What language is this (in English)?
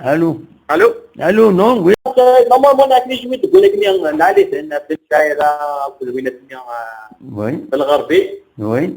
Algerian Arabic